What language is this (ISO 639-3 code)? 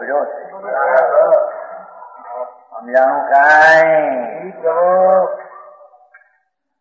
guj